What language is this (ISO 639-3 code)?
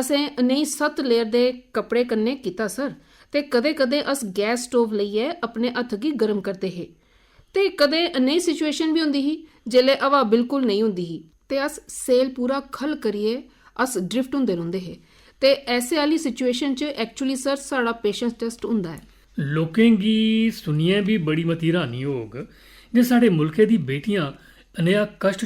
doi